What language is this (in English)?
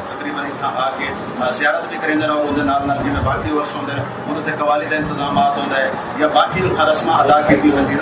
Saraiki